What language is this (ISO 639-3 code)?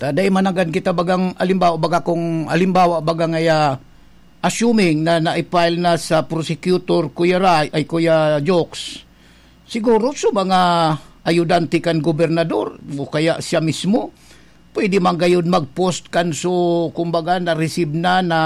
bik